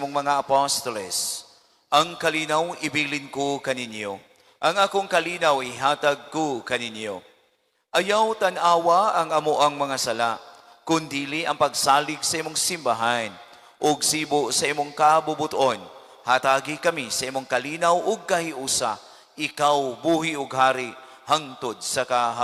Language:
Cebuano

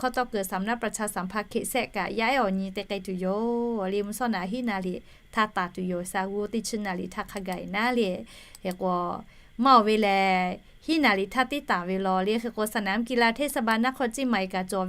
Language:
Lahu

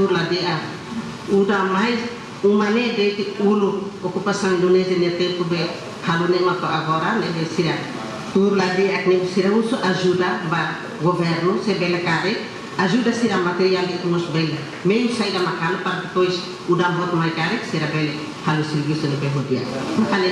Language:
Tetum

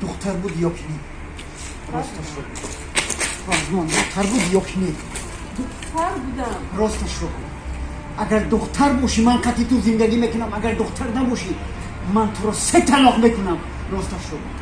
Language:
Tajik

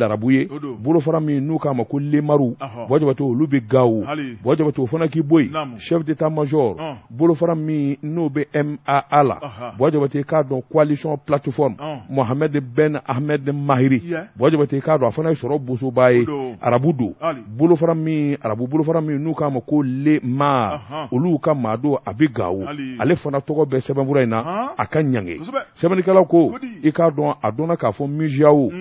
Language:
Bambara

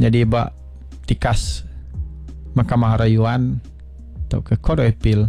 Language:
Iban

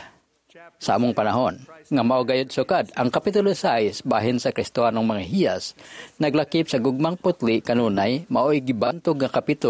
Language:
Cebuano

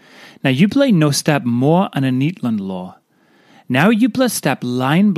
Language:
Tok Pisin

